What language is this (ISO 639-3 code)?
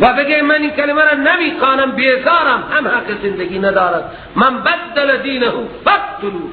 fas